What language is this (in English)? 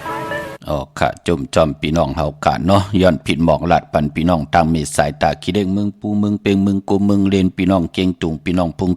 Shan